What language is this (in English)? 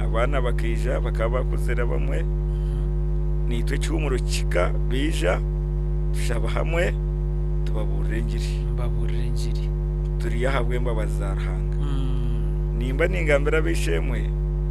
Nyankole